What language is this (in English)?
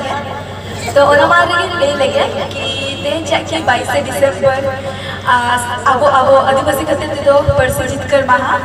Santali